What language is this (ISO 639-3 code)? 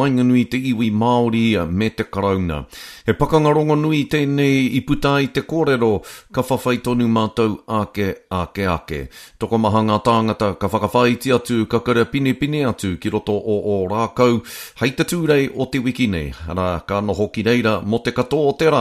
mri